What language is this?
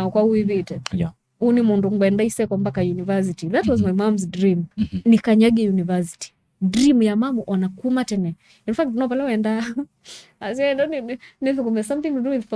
Kamba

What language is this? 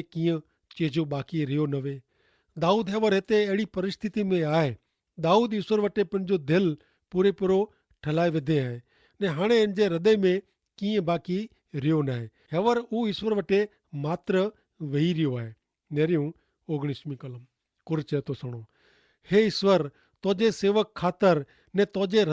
Kachhi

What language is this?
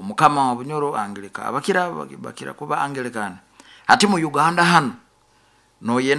Nyoro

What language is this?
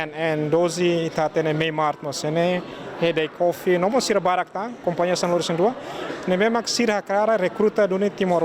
Tetum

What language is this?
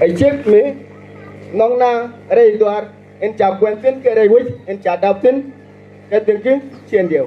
Nuer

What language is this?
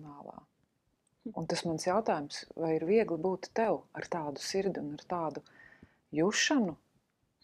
Latvian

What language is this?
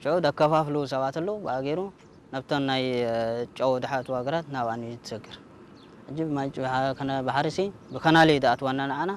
Tigrinya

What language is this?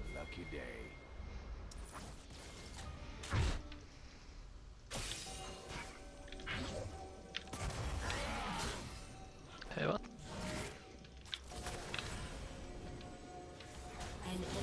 Swedish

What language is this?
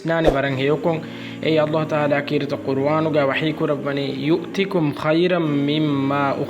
Divehi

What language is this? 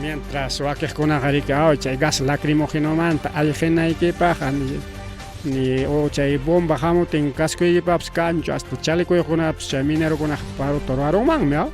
Ayacucho Quechua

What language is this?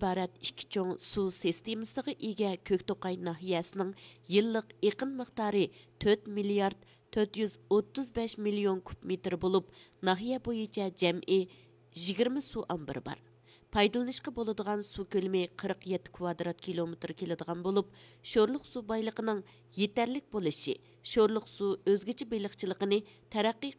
Uyghur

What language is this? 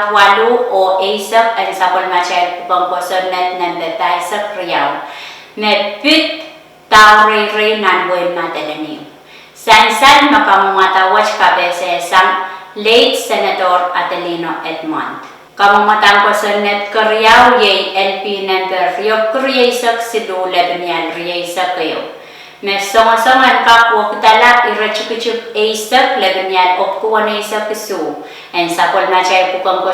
Pohnpeian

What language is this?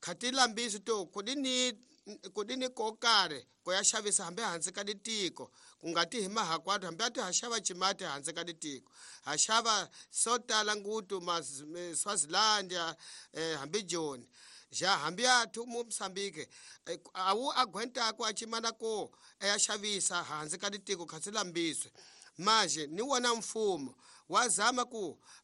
Tsonga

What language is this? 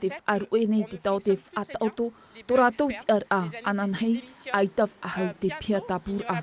Tahitian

